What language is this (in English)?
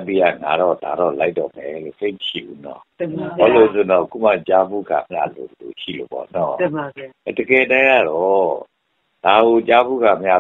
Burmese